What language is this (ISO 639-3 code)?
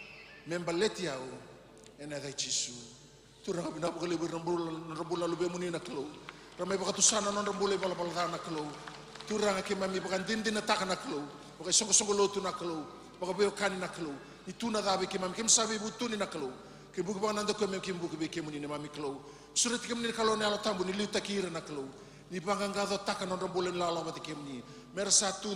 fij